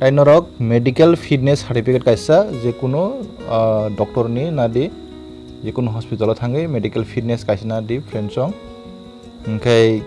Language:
Kok Borok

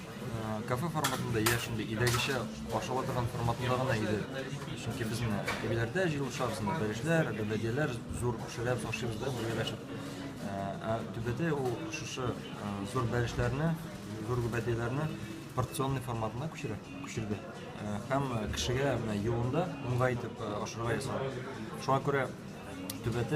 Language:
Tatar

